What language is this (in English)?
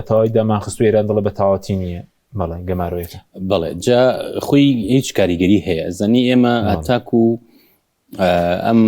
Central Kurdish